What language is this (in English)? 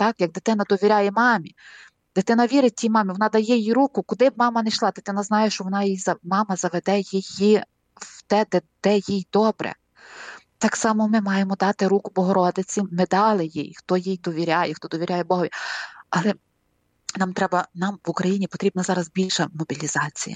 Ukrainian